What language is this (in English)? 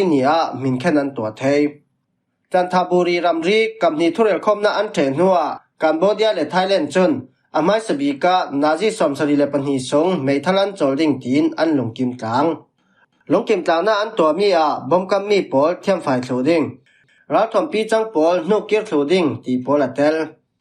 Falam Chin